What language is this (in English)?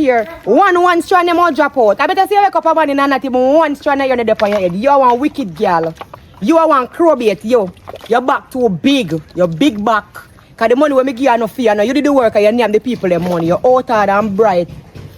Jamaican Creole English